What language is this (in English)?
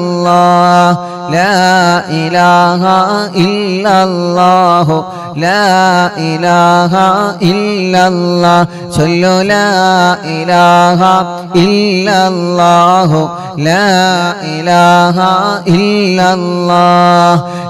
Malayalam